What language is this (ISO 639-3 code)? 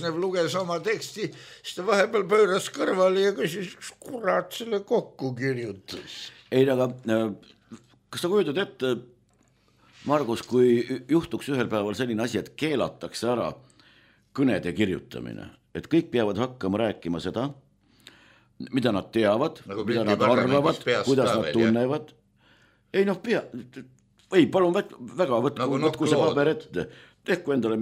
est